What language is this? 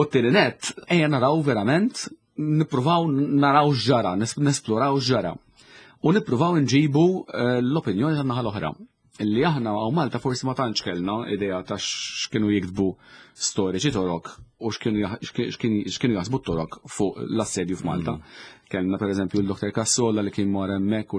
Maltese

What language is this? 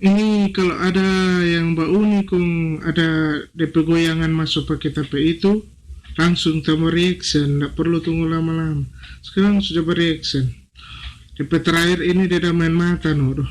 Manado Malay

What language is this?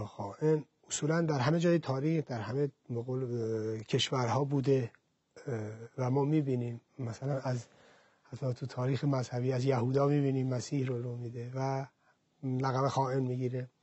Persian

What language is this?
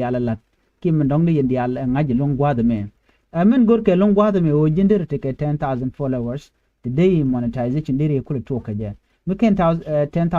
Nuer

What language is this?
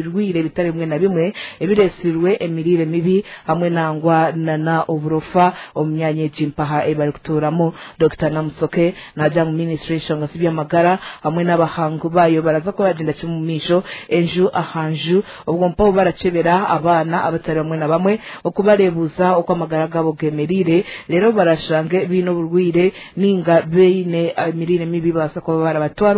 Nyankole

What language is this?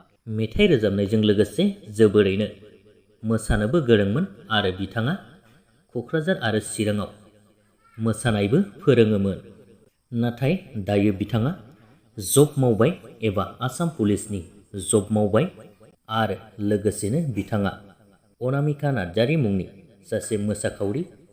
Bodo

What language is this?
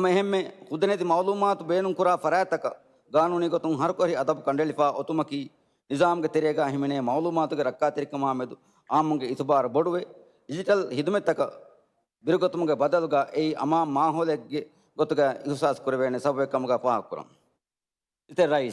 Divehi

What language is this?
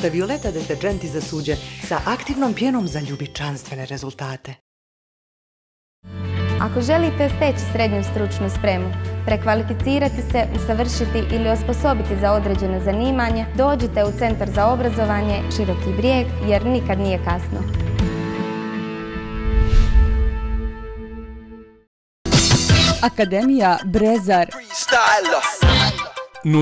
Bosnian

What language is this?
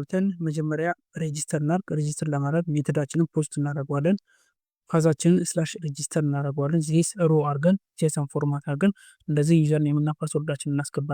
Amharic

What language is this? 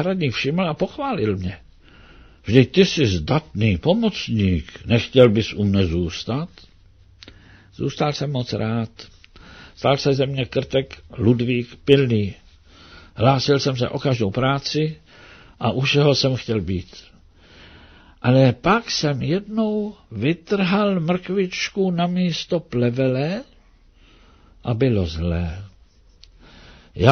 Czech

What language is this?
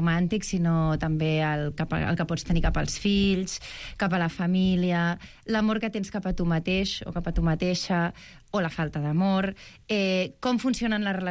Catalan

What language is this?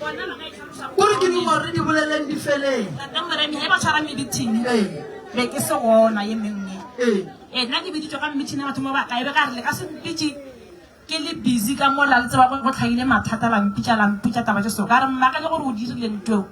Northern Sotho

